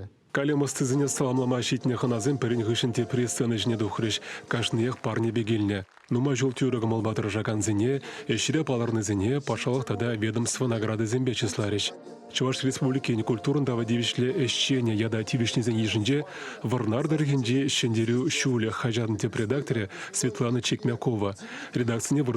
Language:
Chuvash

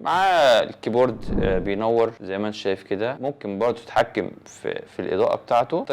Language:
Egyptian Arabic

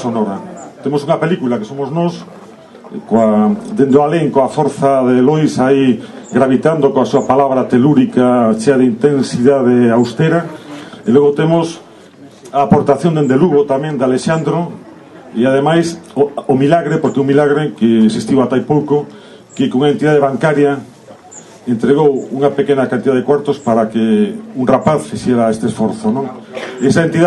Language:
Galician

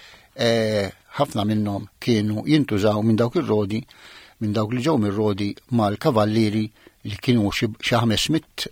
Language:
Maltese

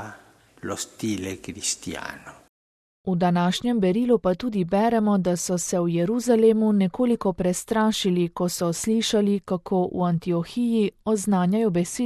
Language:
Slovenian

